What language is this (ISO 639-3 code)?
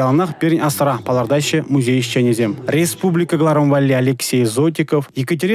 chv